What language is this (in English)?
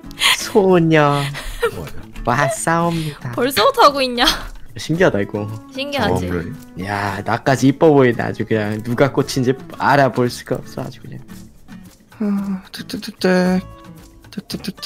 Korean